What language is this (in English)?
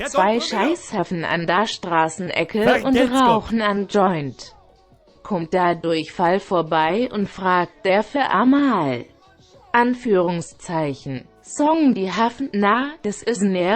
Bavarian